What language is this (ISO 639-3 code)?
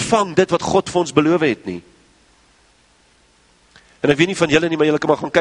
afr